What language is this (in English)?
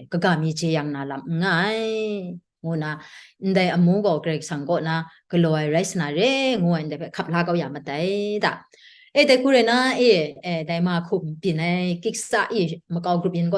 Kachin